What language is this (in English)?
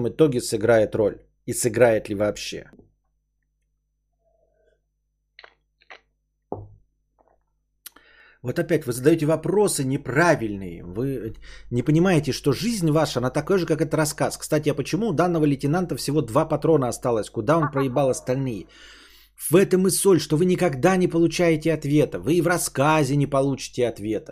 Russian